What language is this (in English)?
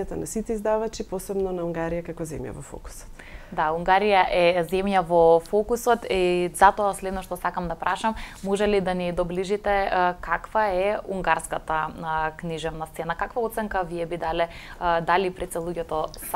Macedonian